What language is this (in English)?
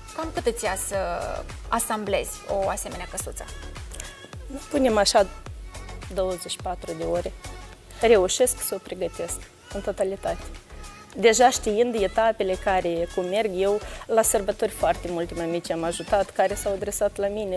Romanian